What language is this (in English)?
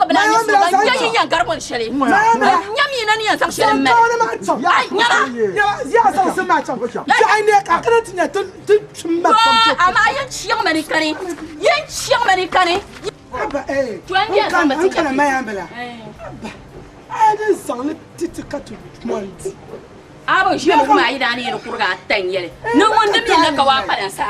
Dagbani